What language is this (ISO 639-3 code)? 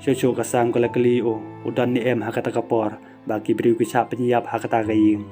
kha